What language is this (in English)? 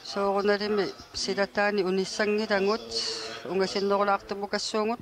Kalaallisut